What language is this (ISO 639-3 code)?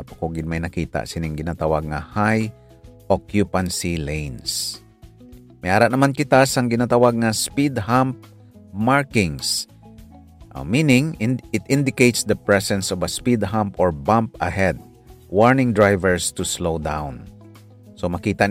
hil